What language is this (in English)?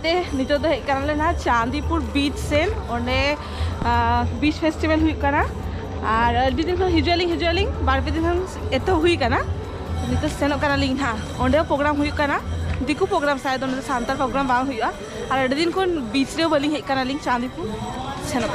Santali